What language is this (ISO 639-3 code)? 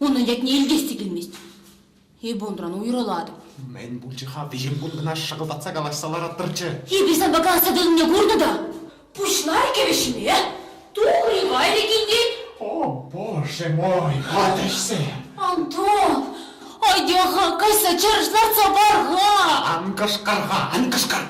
chv